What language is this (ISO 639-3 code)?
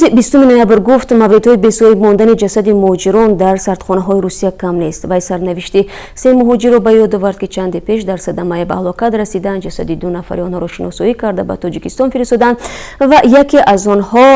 tgk